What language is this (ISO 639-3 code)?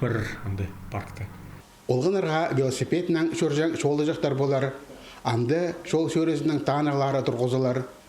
kjh